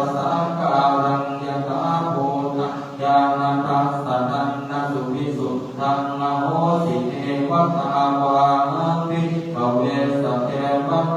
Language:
Pali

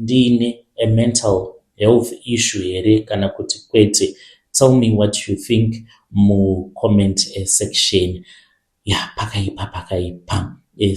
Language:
Shona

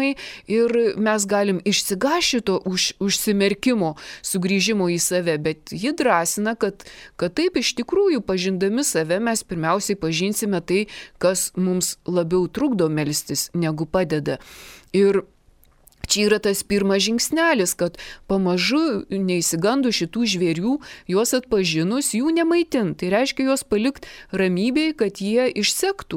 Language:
Lithuanian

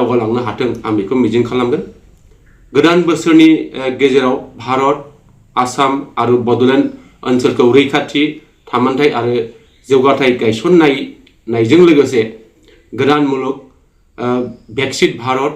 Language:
Bodo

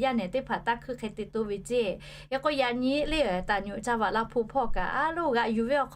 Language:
Lahu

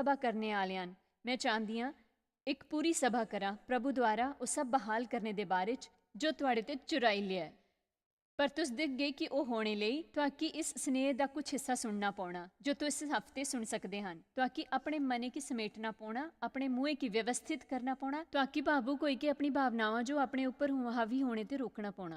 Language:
Dogri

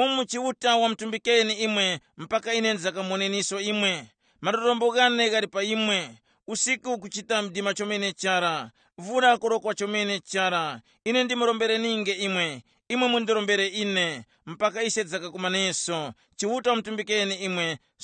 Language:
Tumbuka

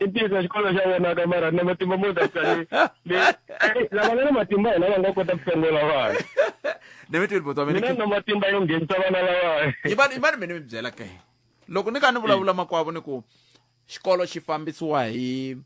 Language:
Tsonga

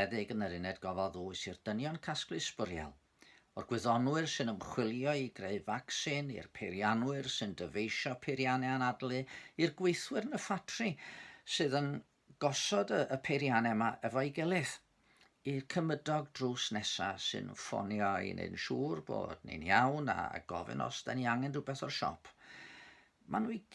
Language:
Welsh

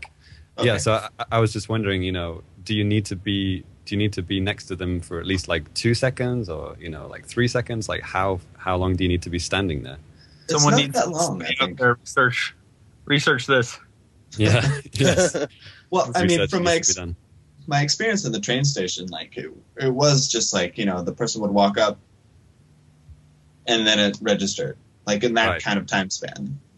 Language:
English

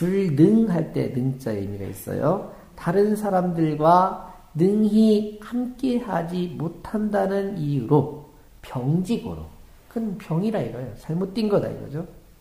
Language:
Korean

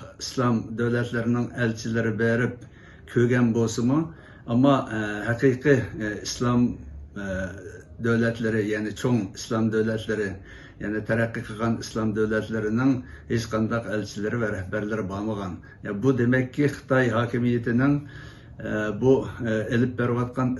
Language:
Uyghur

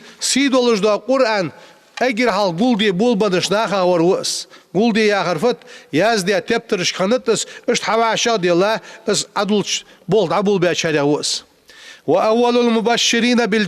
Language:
Ingush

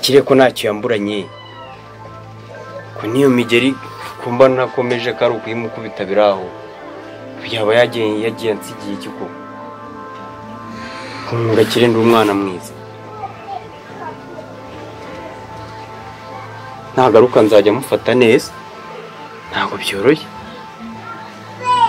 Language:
Kinyarwanda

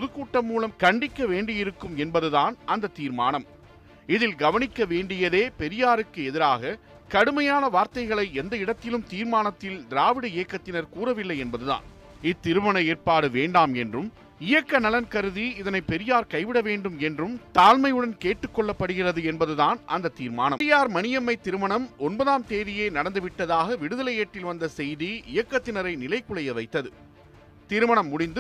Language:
Tamil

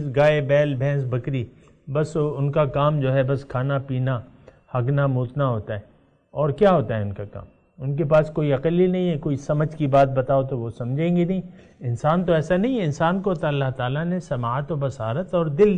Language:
Urdu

